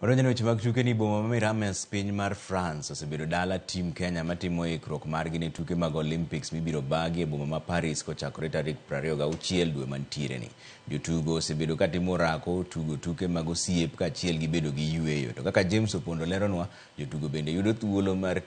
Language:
Luo (Kenya and Tanzania)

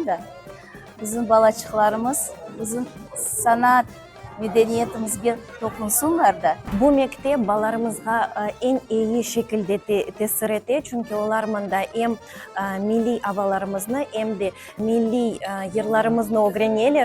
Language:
Crimean Tatar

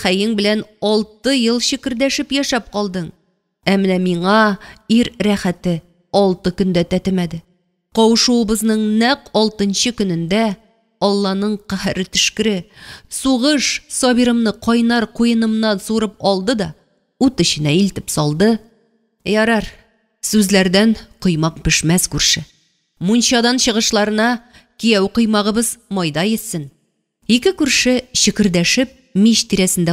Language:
Tatar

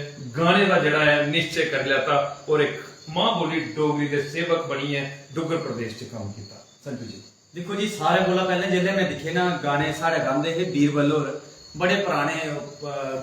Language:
Dogri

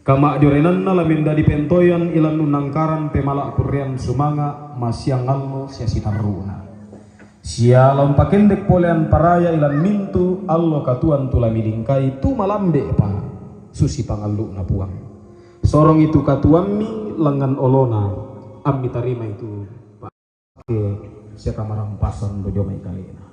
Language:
Toraja-Sa'dan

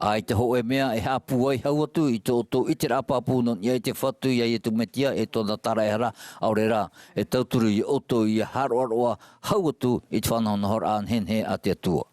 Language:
Tahitian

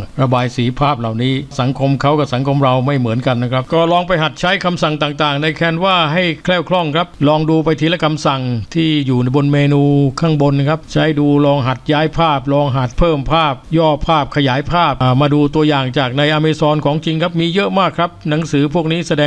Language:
Thai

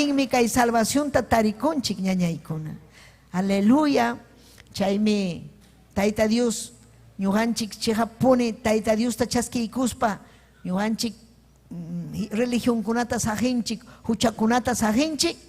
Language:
Ayacucho Quechua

